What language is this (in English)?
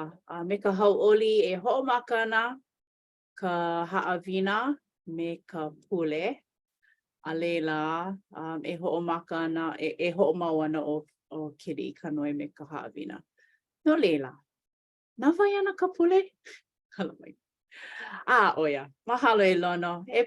Hawaiian